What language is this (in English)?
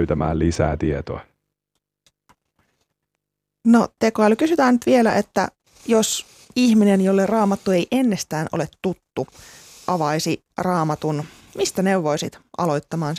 Finnish